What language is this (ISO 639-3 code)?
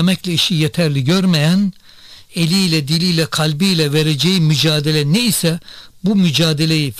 tur